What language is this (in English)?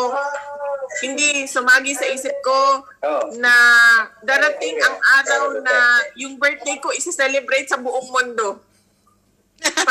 Filipino